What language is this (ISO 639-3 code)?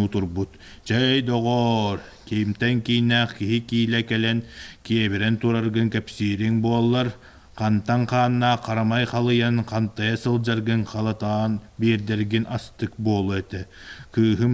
sah